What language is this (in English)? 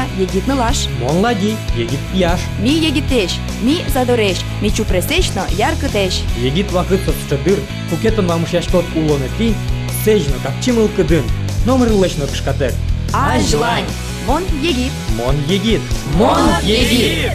Udmurt